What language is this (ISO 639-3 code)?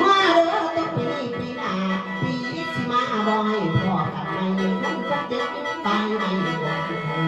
tts